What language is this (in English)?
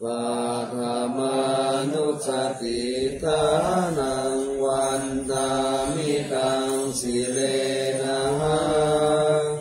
Pali